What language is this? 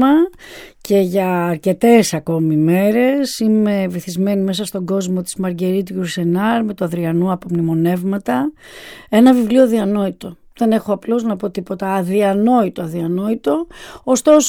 Greek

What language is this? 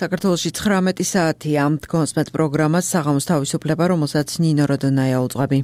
Georgian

